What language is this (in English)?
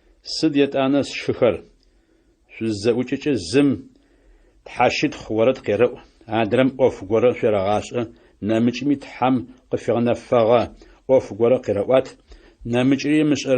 Adyghe